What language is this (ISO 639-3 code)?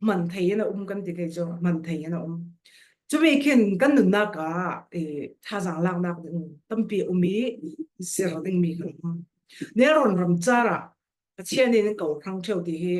cfm